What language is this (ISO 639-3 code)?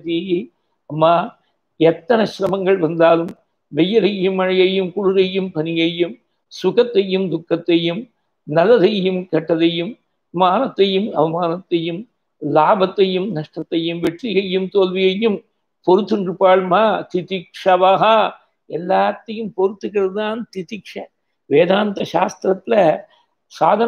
tam